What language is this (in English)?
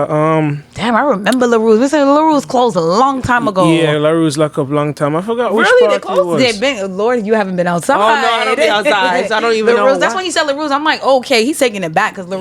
Jamaican Creole English